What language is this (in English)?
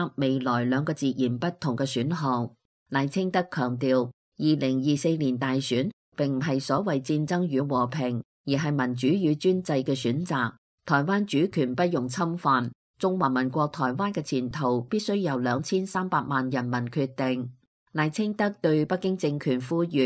Cantonese